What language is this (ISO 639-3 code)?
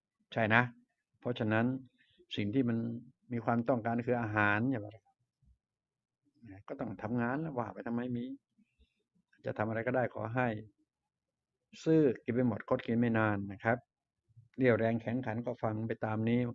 tha